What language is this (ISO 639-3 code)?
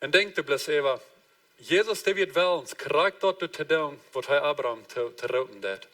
pdt